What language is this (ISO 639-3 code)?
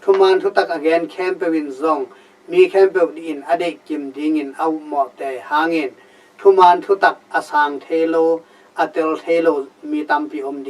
ctd